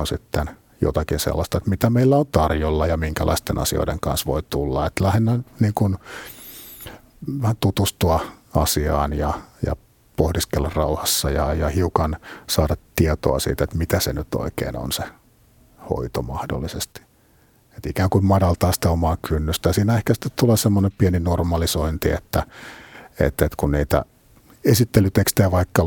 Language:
Finnish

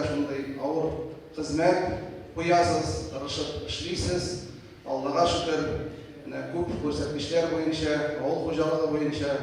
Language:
Tatar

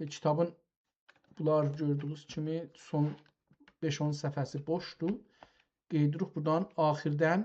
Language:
South Azerbaijani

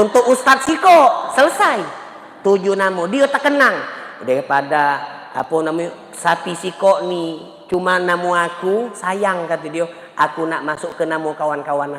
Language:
Musi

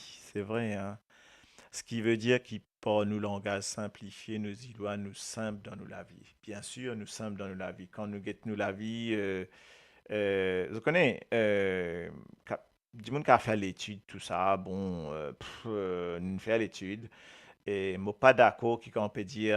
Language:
Morisyen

